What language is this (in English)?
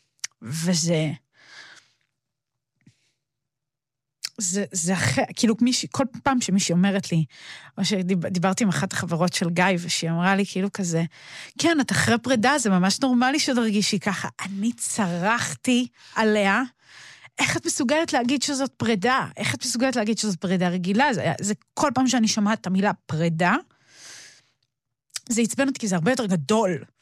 Hebrew